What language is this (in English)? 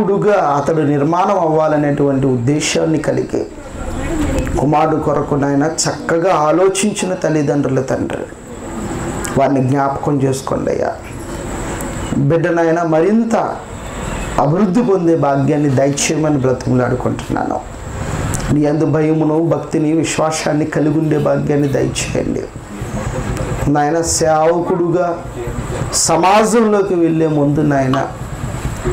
Telugu